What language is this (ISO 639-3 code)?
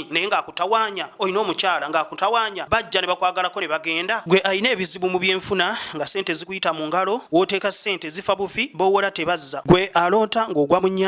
lug